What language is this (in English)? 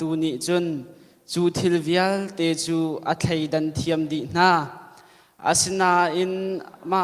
Hakha Chin